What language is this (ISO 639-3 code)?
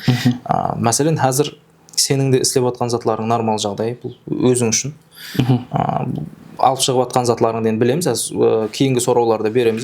kaa